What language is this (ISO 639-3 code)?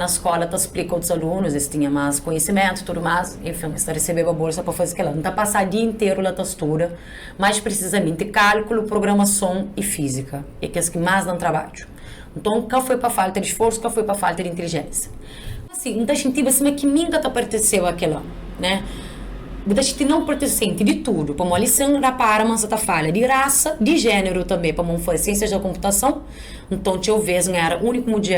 kea